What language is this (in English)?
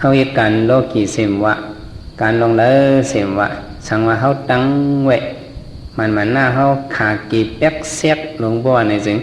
Shan